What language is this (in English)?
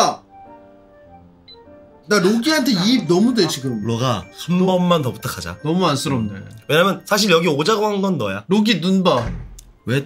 Korean